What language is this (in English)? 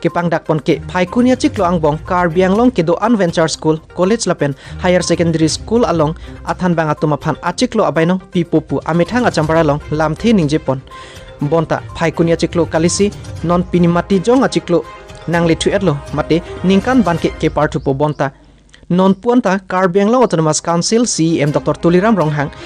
Karbi